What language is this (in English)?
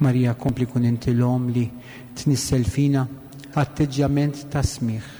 Maltese